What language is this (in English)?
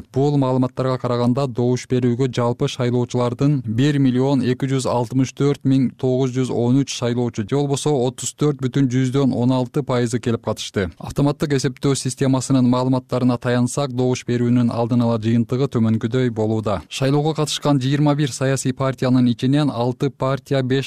Kyrgyz